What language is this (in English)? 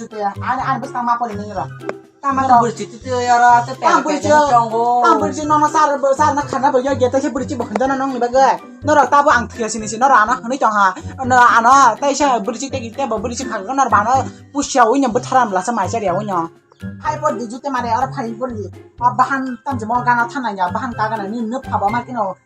Kok Borok